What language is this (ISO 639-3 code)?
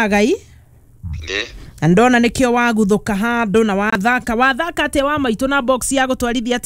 kik